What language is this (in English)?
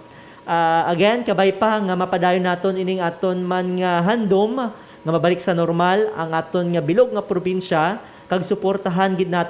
Hiligaynon